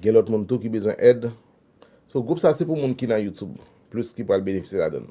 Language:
Haitian Creole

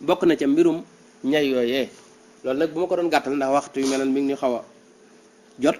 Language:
Wolof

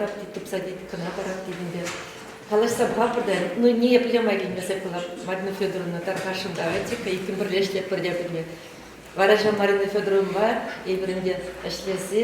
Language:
Chuvash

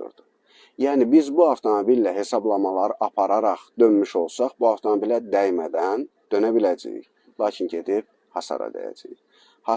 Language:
Azerbaijani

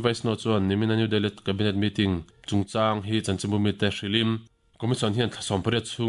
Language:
Mizo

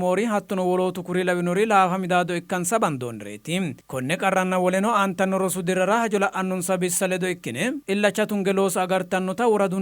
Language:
Sidamo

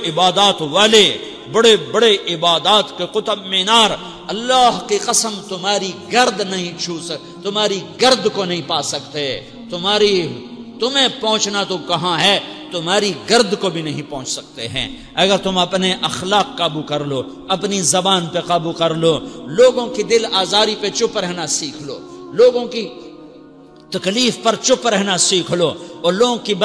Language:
Urdu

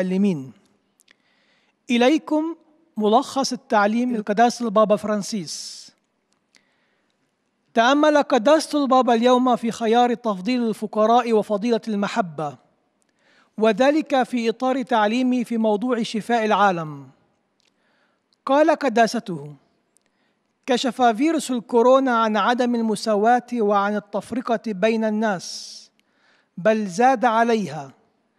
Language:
Arabic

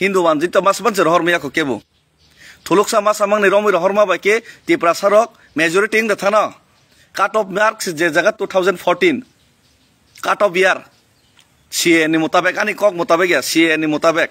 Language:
Kok Borok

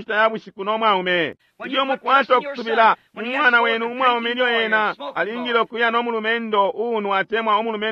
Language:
Bemba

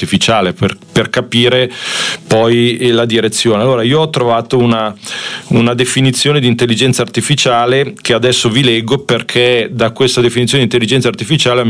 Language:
Italian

